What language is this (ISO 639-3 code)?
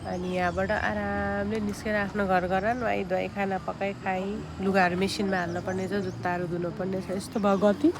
nep